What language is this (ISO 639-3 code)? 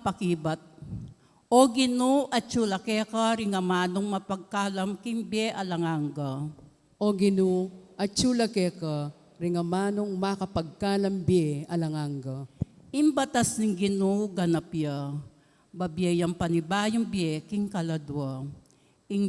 pam